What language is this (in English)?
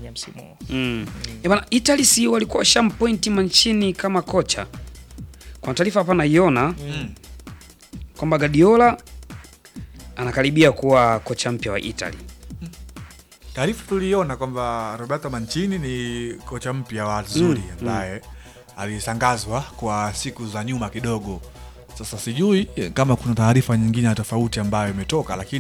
Swahili